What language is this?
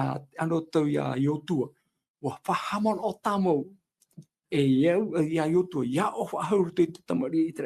Tahitian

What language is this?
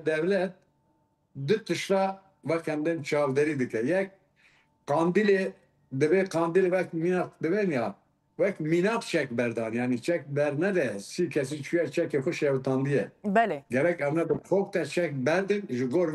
Kurdish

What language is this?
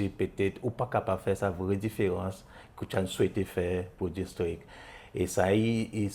Seselwa Creole French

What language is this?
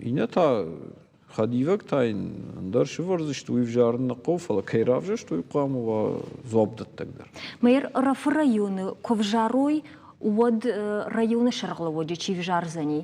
Ossetic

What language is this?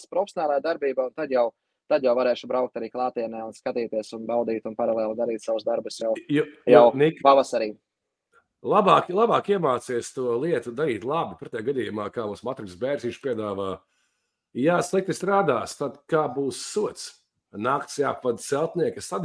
Latvian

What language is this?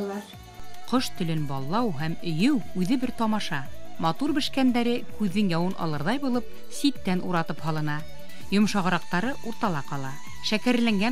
Bashkir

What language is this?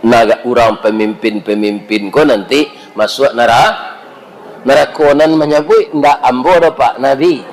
Minangkabau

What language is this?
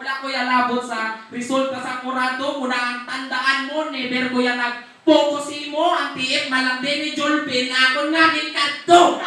Hiligaynon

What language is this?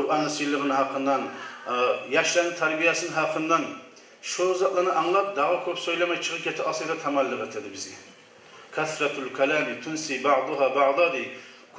Kumyk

